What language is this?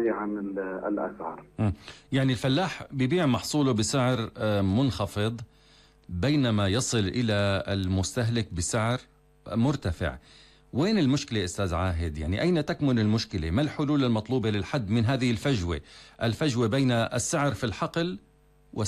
North Levantine Arabic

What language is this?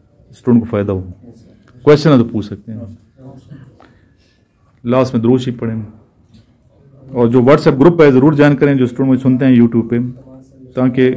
Urdu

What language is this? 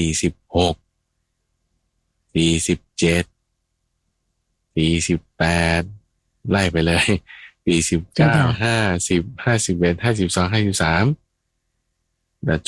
Thai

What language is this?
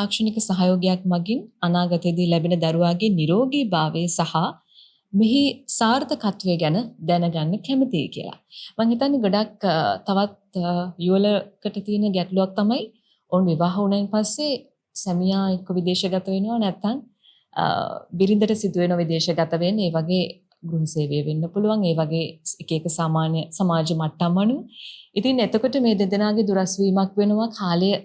Sinhala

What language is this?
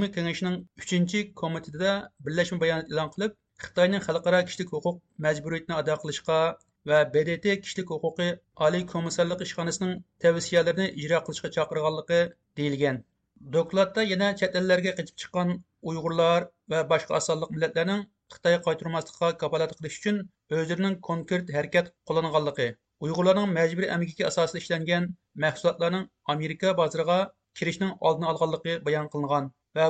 Uyghur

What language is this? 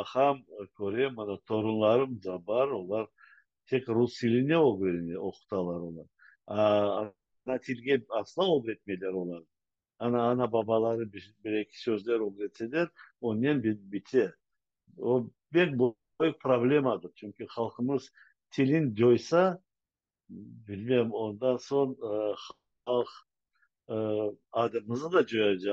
Crimean Tatar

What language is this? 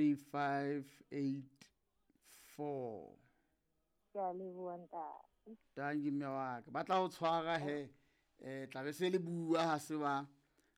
Southern Sotho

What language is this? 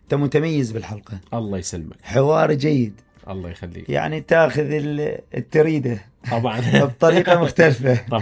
Mesopotamian Arabic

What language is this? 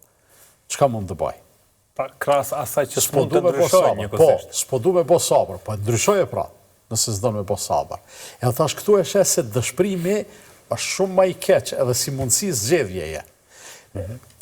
Albanian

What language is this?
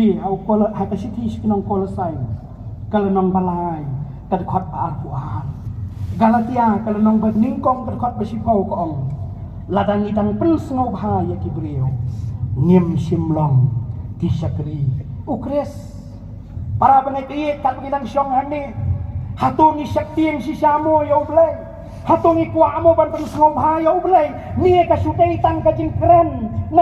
Khasi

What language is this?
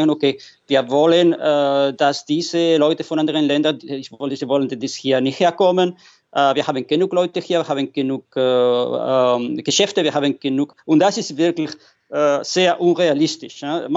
German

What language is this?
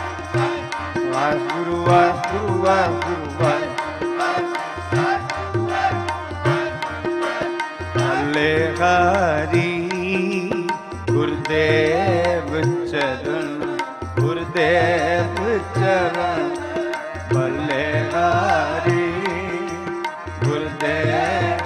Punjabi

